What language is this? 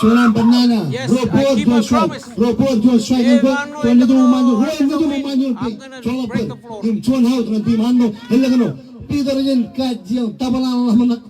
Marshallese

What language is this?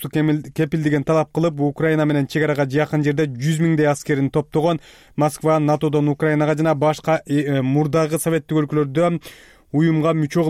Kyrgyz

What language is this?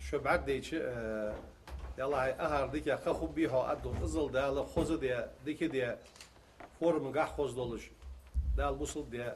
Ingush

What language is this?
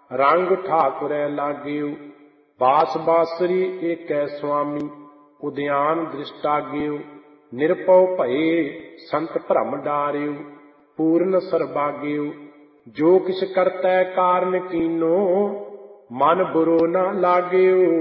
Punjabi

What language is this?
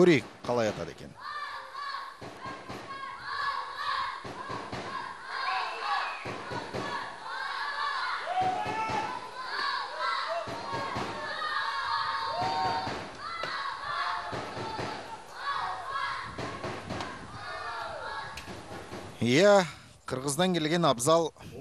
Kazakh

